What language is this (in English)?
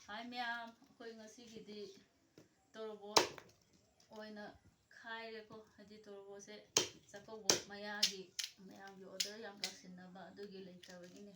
Manipuri